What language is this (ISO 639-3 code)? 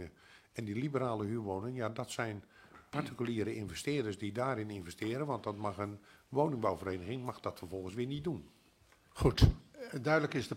nld